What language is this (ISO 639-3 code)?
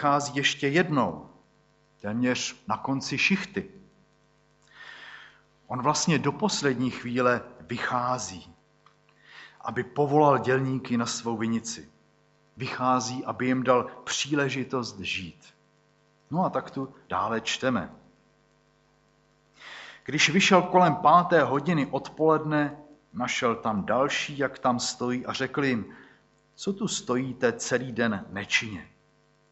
ces